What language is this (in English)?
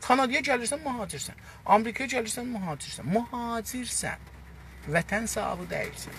South Azerbaijani